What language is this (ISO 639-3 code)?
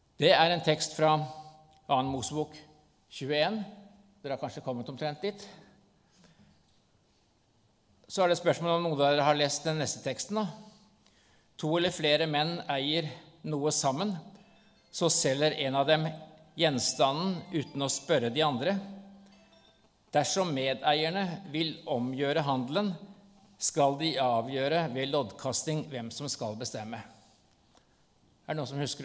nor